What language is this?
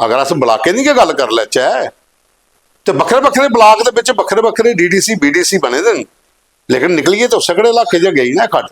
Dogri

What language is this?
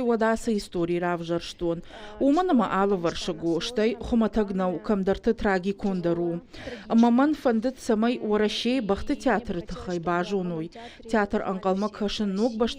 Ossetic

